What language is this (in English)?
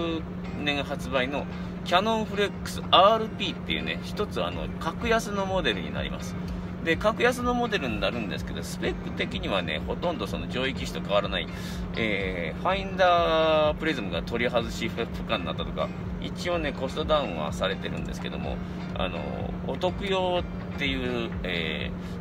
Japanese